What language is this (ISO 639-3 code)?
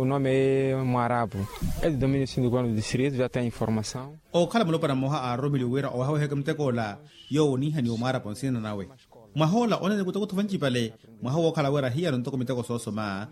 vmw